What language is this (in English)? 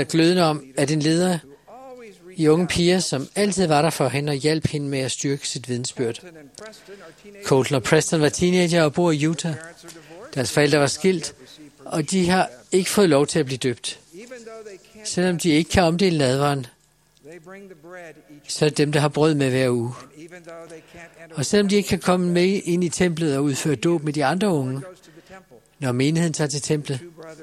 Danish